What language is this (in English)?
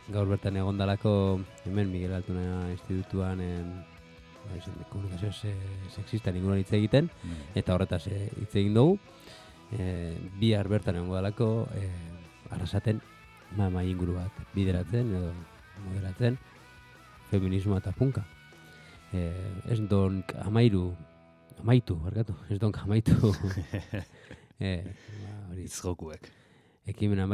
Basque